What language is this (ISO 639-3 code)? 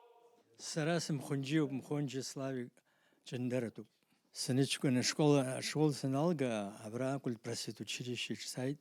abk